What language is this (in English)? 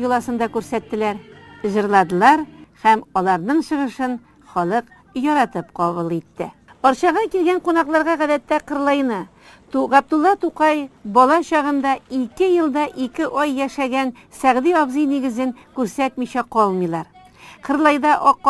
Tatar